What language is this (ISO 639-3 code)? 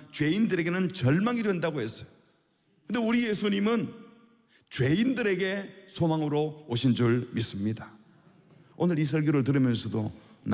kor